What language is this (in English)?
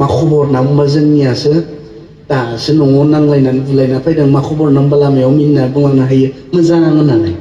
Bodo